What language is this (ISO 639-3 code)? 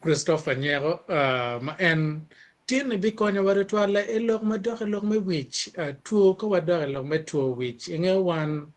ach